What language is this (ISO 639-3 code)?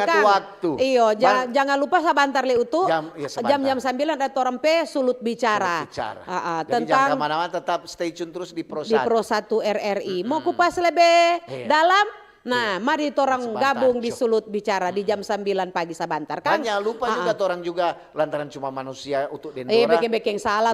xmm